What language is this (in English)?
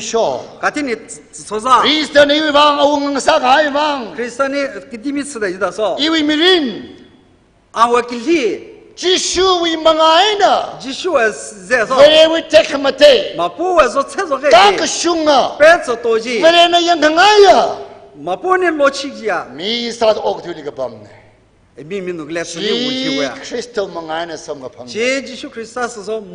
Tangkhul Naga (India)